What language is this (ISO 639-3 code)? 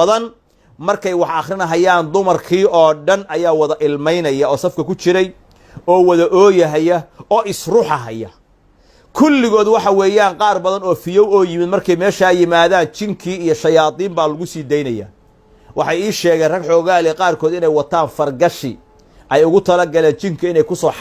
som